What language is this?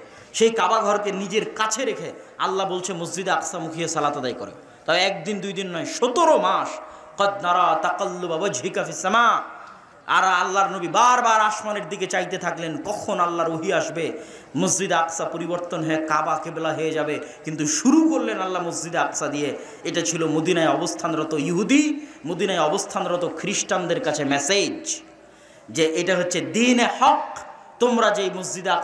Bangla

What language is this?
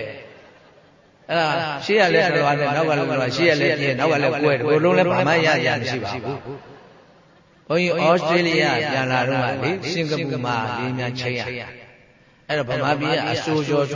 Burmese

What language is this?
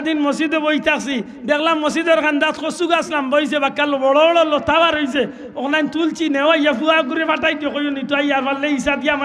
Sylheti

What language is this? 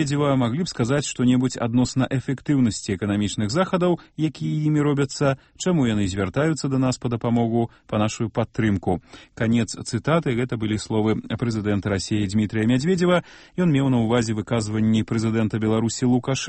Belarusian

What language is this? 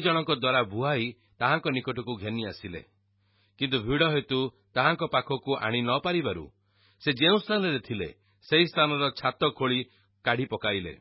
Odia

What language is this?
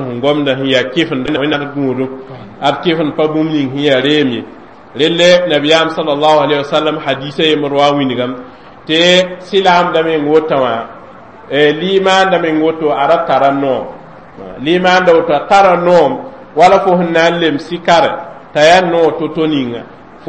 Mossi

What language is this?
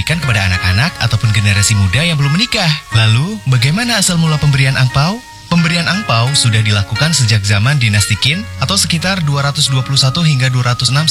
Indonesian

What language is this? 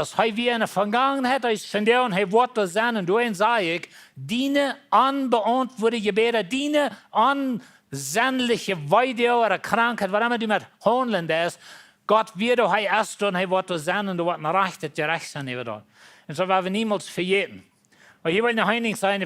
Plautdietsch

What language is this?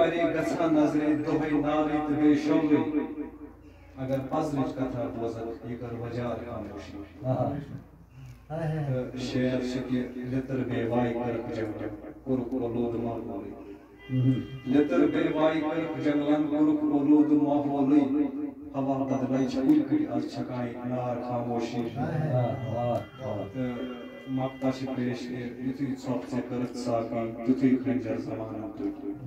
Kashmiri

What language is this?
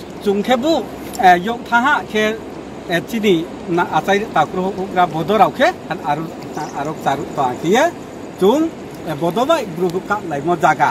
Riang (India)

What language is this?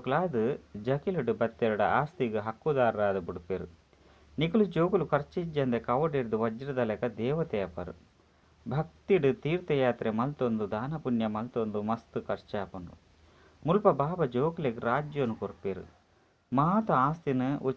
Tulu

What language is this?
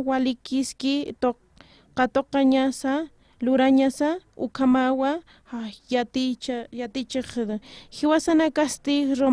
Aymara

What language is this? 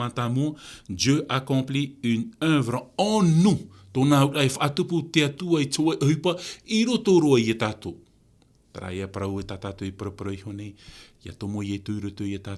Tahitian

